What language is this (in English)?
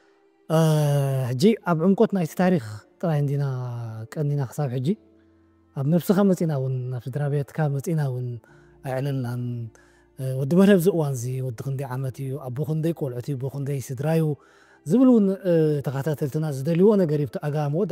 Tigrinya